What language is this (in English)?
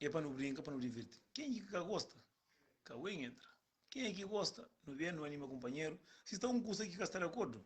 Kabuverdianu